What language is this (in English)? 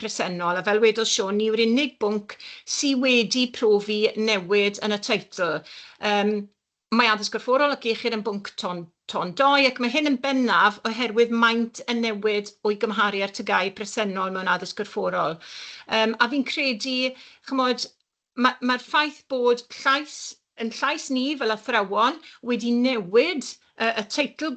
Welsh